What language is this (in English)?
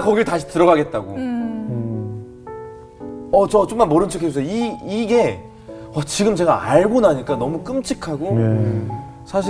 Korean